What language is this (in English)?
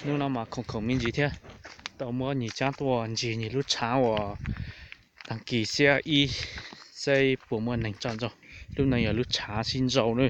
Hmong